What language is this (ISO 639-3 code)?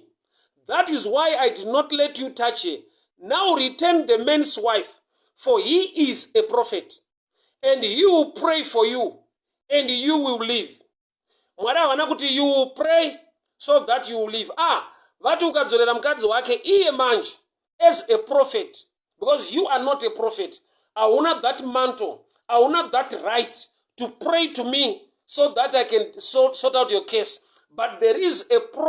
sna